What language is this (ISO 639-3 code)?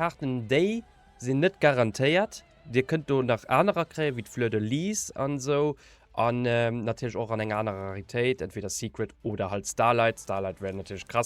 ltz